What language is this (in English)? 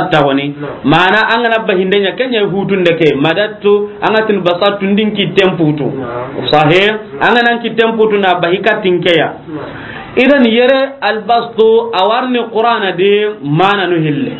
Soninke